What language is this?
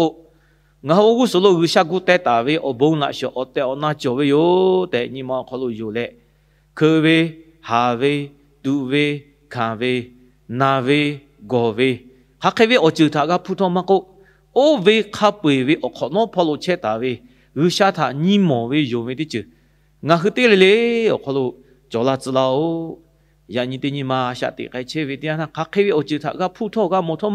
Lahu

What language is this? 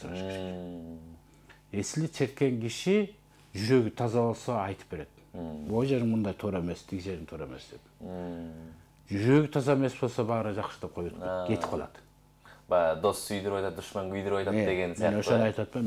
Kyrgyz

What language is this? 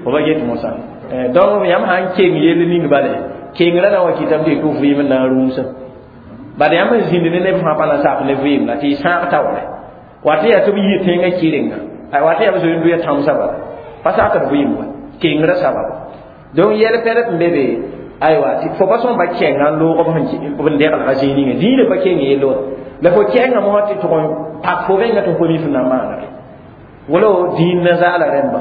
Mossi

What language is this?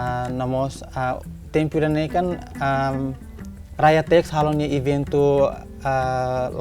Tetum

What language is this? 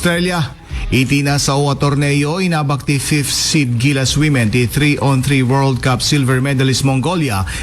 Iloko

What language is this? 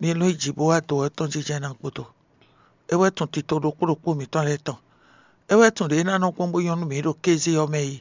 Fon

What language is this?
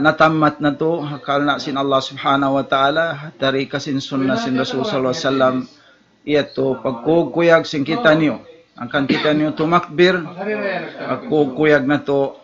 Tausug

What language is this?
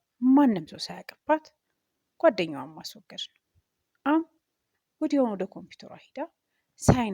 Amharic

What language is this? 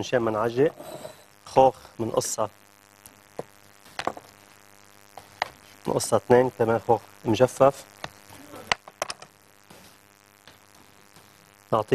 North Levantine Arabic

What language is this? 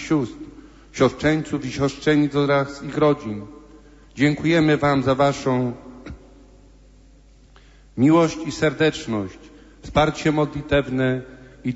Polish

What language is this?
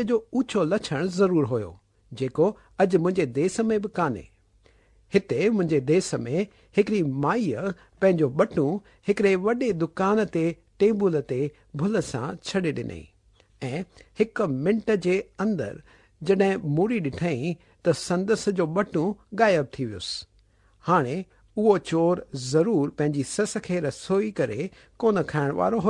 Sindhi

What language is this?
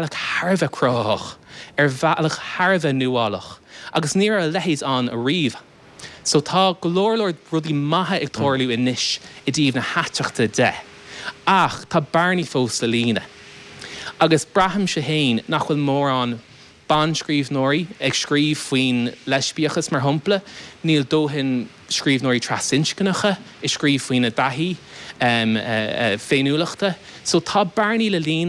Irish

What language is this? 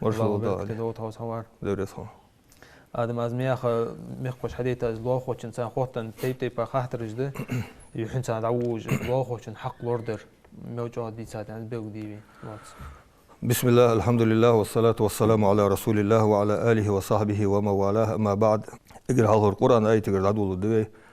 Ingush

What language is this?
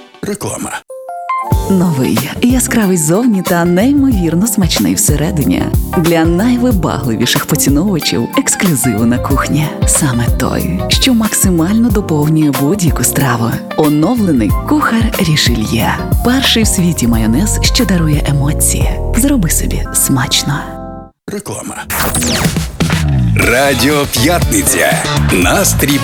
Ukrainian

